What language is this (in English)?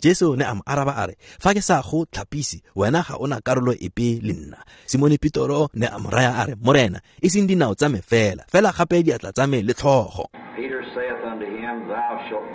Tswana